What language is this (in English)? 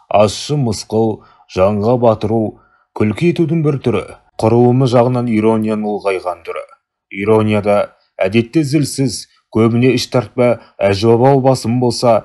Kazakh